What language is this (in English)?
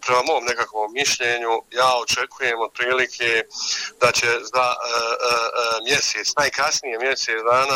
Bosnian